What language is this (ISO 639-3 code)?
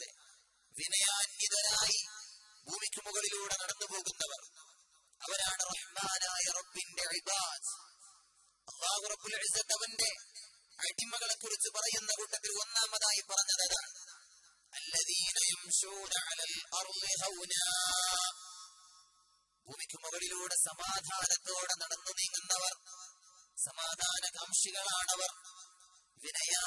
mal